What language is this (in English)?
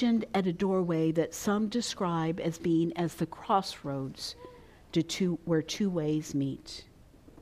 English